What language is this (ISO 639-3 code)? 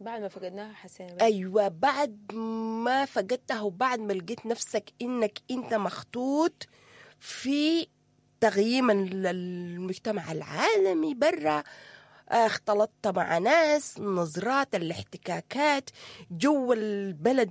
apd